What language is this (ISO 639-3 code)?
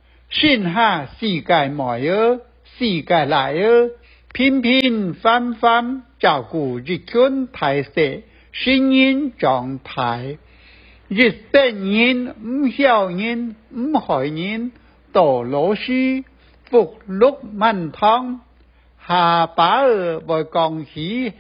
hak